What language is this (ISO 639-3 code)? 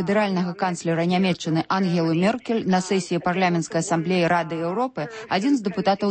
bel